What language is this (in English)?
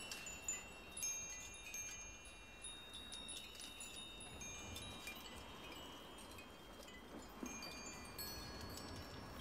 Swedish